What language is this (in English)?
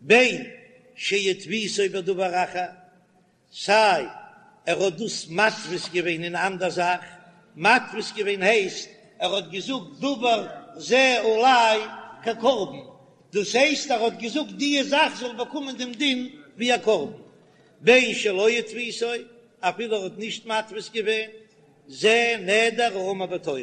Yiddish